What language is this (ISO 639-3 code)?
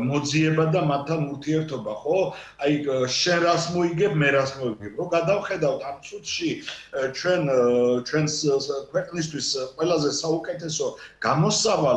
kat